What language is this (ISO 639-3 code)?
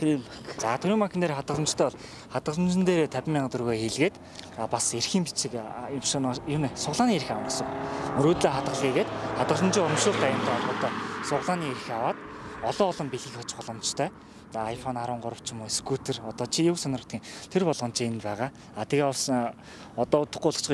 mon